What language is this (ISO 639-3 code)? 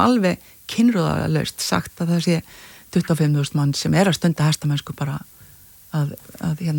isl